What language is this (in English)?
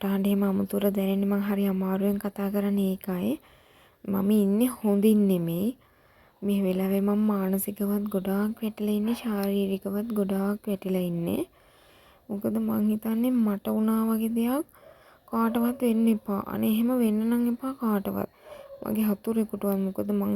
Sinhala